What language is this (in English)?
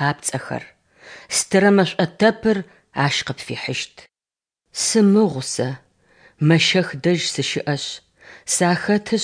Adyghe